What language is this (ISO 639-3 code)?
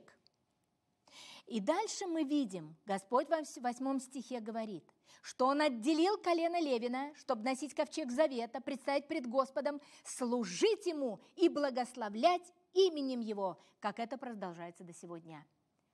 rus